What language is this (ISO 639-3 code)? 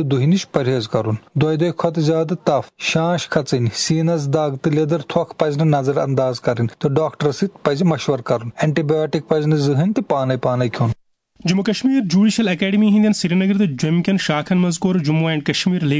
kas